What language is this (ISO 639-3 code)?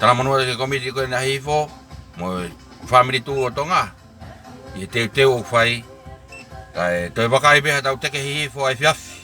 ton